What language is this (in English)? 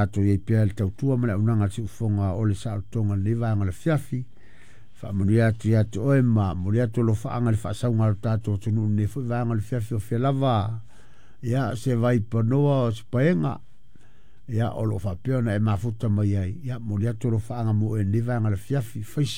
Samoan